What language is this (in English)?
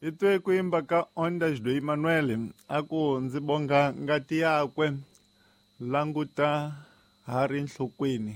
Tsonga